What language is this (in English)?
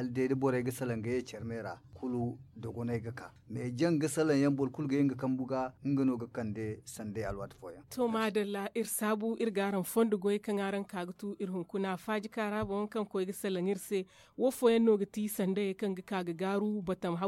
Zarma